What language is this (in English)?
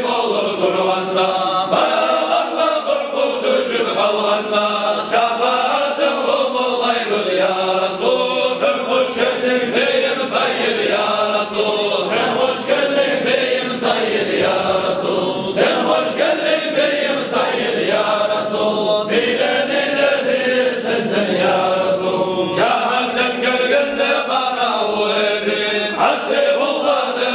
Kumyk